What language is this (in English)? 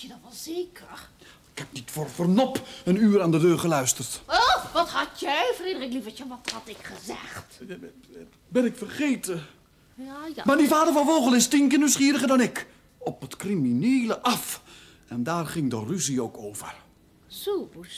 Dutch